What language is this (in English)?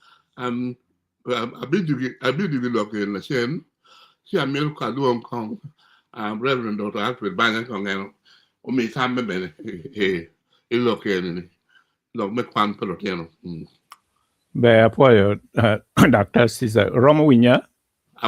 Acoli